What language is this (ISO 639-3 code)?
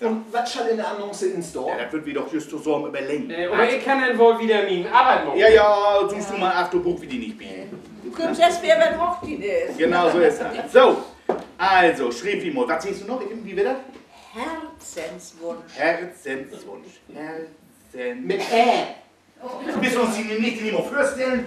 nds